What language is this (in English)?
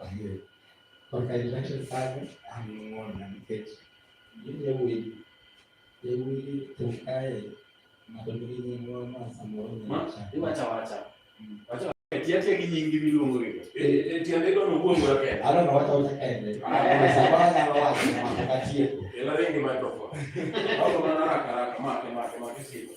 Luo (Kenya and Tanzania)